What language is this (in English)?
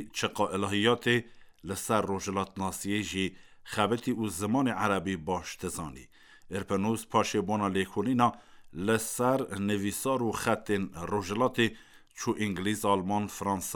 Kurdish